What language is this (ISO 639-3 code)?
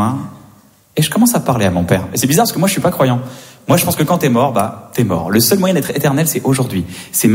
fra